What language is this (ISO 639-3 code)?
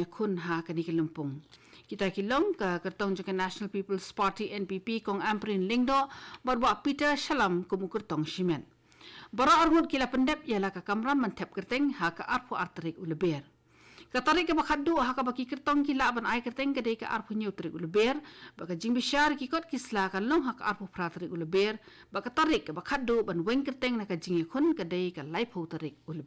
kha